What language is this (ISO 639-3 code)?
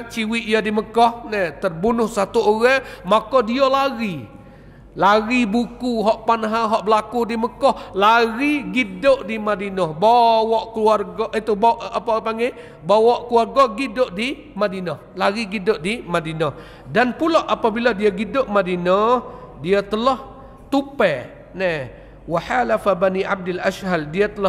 msa